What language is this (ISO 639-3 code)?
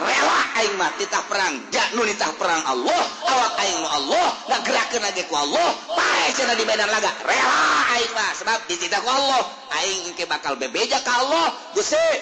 sun